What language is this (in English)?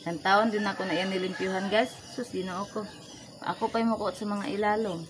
Cebuano